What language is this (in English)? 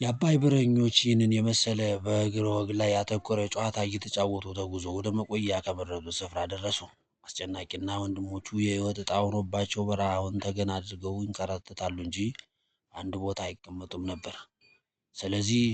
Amharic